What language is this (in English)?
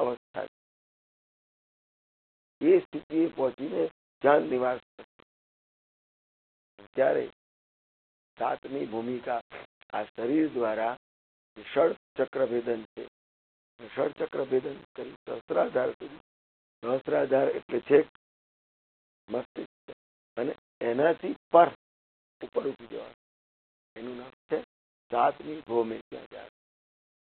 Gujarati